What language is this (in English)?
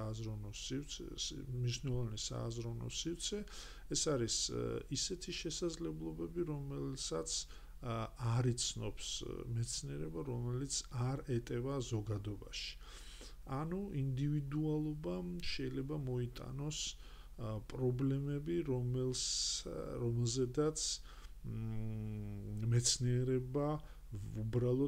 Georgian